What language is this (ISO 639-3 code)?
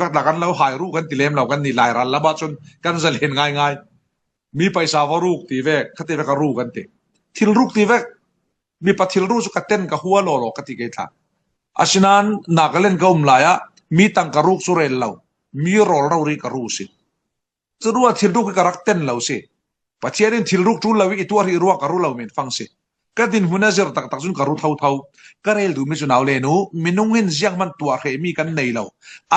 cfm